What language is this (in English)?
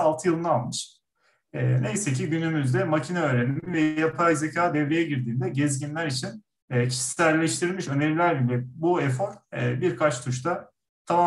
Turkish